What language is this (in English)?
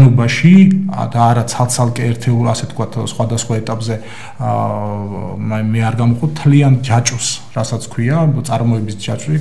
Georgian